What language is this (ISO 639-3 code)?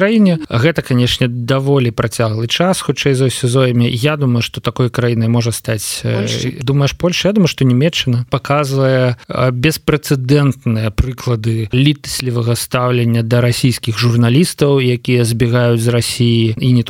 bel